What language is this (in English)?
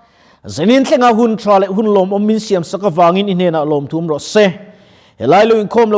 Mizo